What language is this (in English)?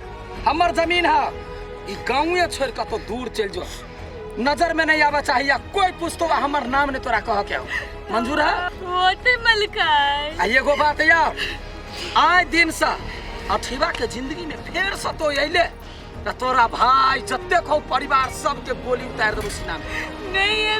Maithili